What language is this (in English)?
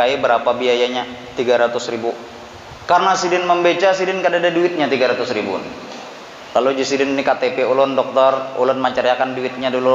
Banjar